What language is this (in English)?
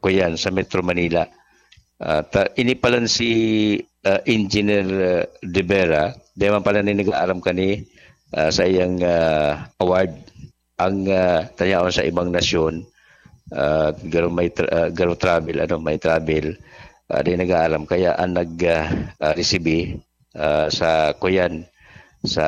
Bikol